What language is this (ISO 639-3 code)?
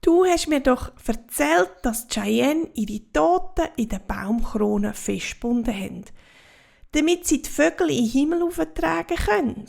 gsw